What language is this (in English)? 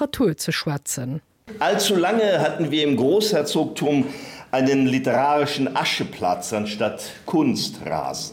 Luxembourgish